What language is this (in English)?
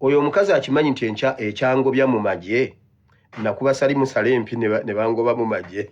Ganda